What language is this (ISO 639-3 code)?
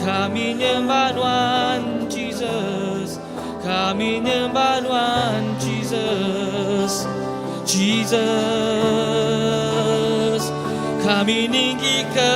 iba